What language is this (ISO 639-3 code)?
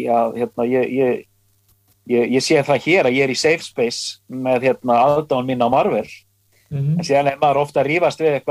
isl